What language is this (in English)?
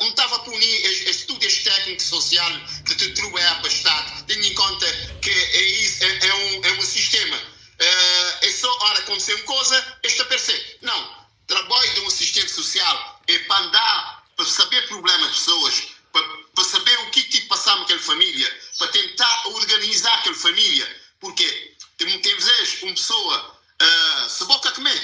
Kabuverdianu